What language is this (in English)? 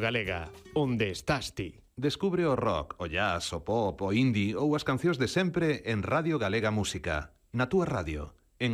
Galician